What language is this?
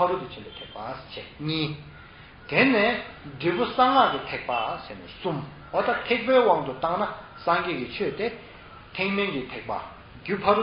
Tibetan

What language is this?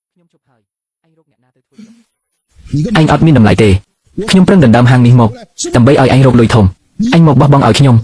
Khmer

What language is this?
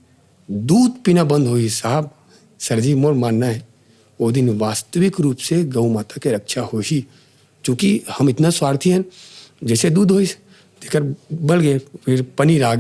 Chhattisgarhi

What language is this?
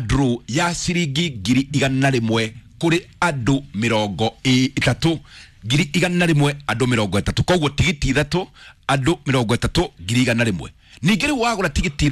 Kikuyu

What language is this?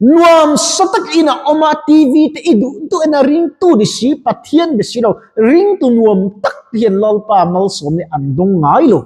Mizo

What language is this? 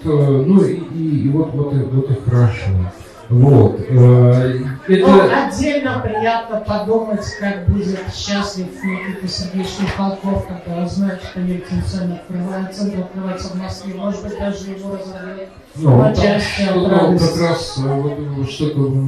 Russian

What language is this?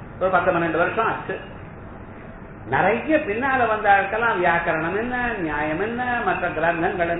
Tamil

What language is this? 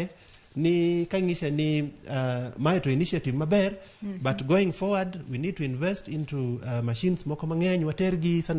Luo (Kenya and Tanzania)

